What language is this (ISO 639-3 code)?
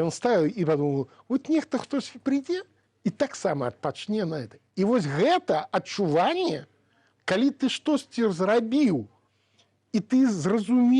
bel